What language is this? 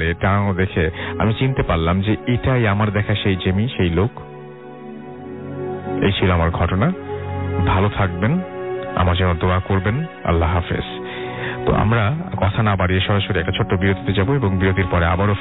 Bangla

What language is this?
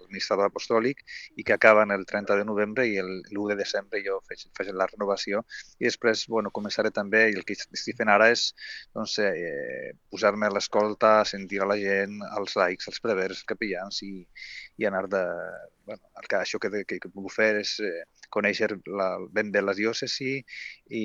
Catalan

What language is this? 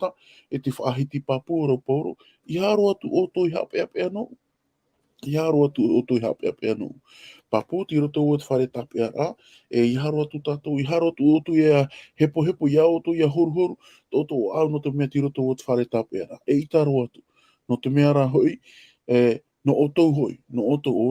Tahitian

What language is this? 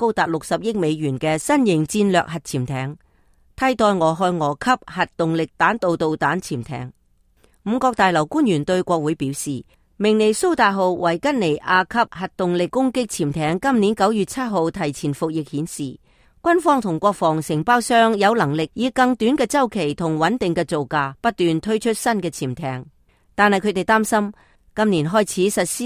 Cantonese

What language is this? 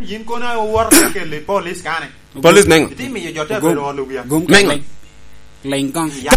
Lango (Uganda)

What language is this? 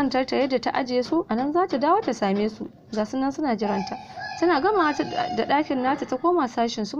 Hausa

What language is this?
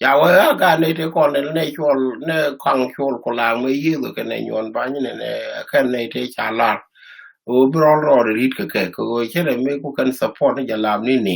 Nuer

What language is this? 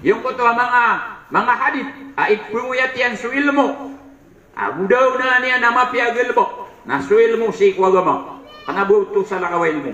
Maranao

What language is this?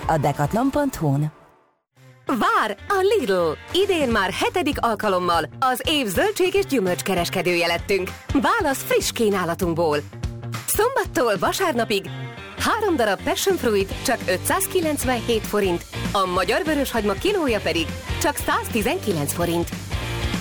Hungarian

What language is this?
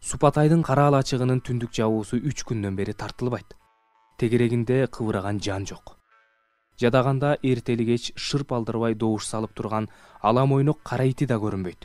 Kyrgyz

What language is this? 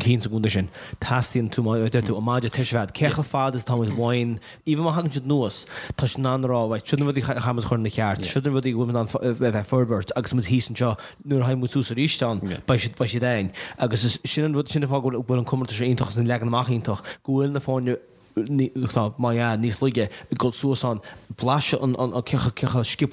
Irish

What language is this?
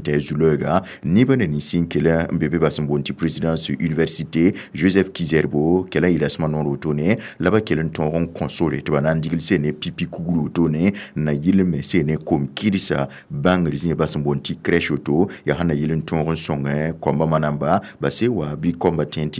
Mossi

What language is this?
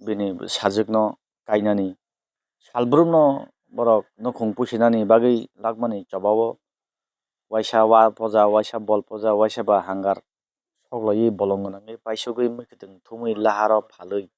Kok Borok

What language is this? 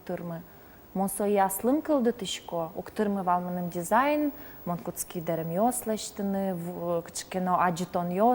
Udmurt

